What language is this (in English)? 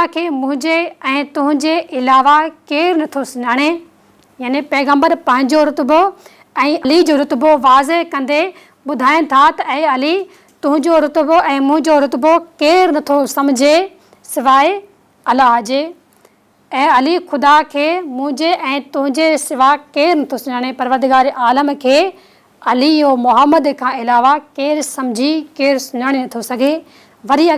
Sindhi